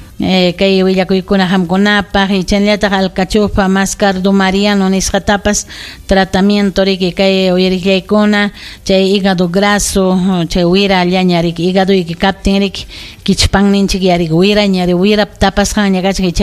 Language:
Ayacucho Quechua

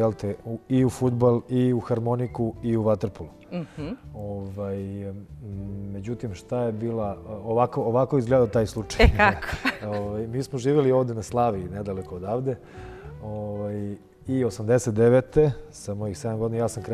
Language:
Serbian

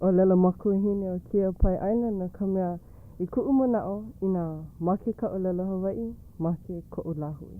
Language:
Hawaiian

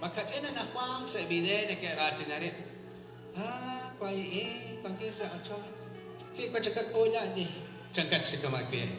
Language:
Kekchí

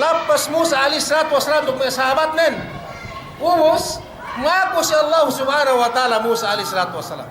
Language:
Yakan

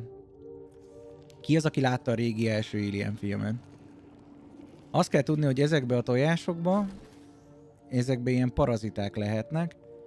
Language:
Hungarian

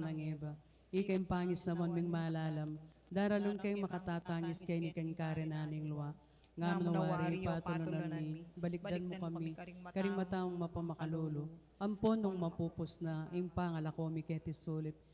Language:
Pampanga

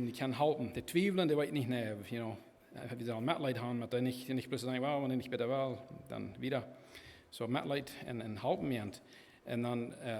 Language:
Plautdietsch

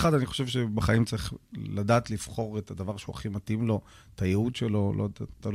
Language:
Hebrew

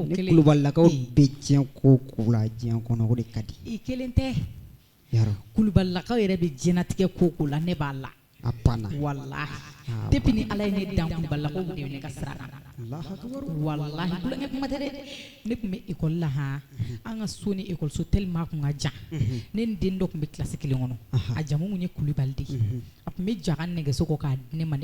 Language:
Bambara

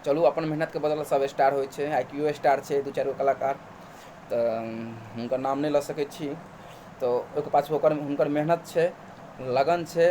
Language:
Maithili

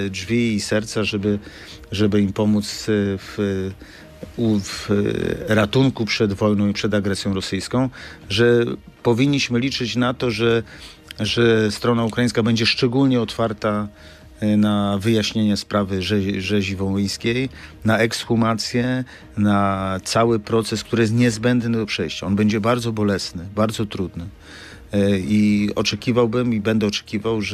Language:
Polish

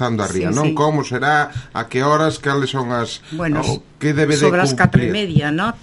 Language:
Galician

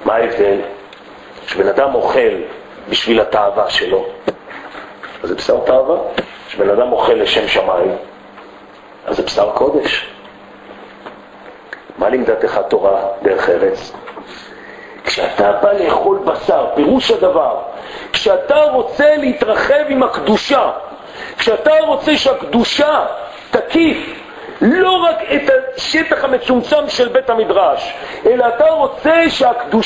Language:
Hebrew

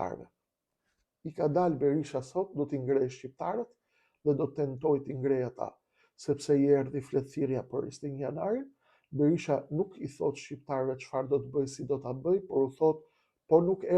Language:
Albanian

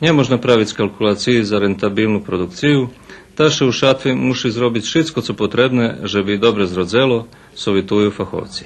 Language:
Rusyn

